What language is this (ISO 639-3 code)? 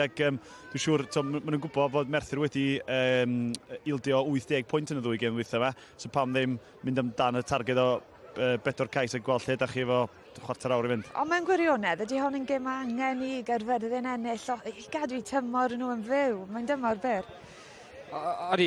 cym